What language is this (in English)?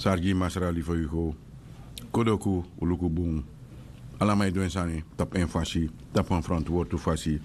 Sranan Tongo